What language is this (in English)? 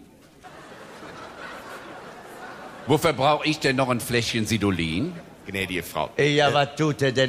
German